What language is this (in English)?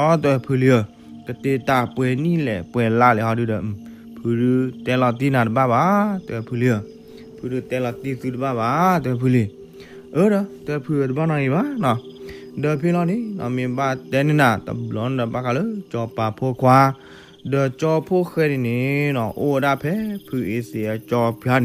S'gaw Karen